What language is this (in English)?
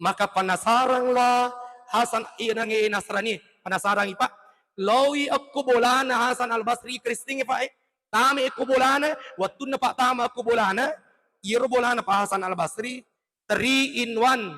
Buginese